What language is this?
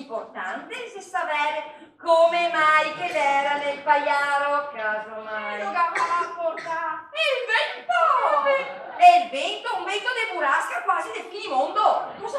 Venetian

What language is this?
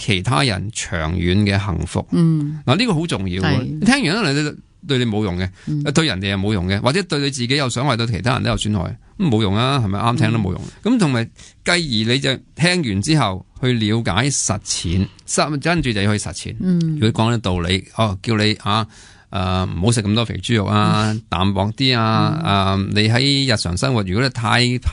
Cantonese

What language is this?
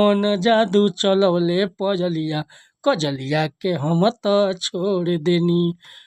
Bhojpuri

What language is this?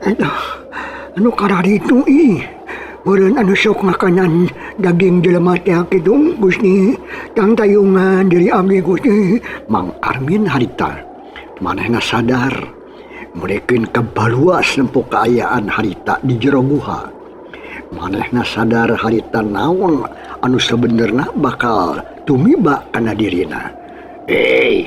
Sundanese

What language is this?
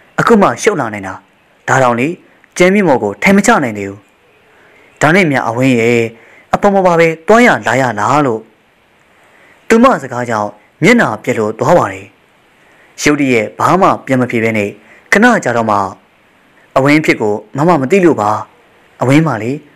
Burmese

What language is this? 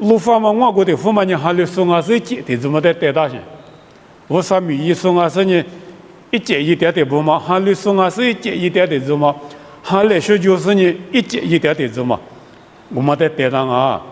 Lisu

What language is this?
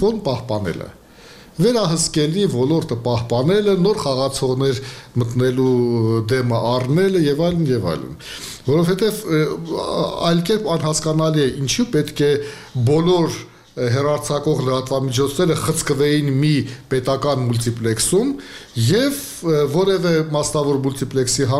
Armenian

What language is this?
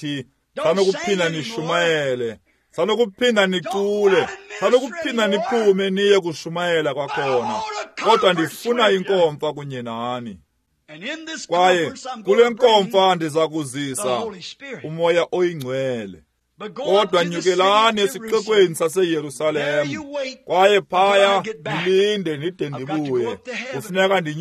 Xhosa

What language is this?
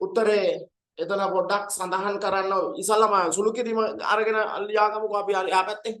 Sinhala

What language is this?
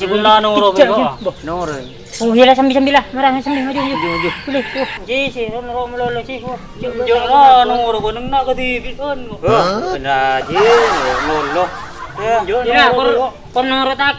Madurese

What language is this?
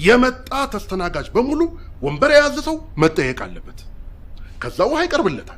Amharic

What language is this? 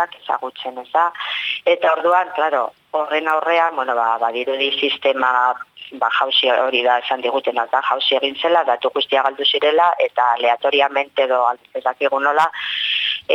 Basque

